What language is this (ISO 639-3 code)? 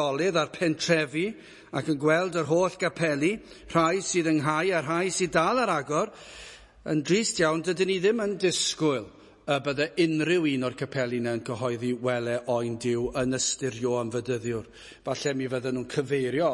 cym